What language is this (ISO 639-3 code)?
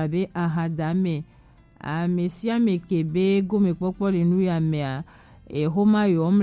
gej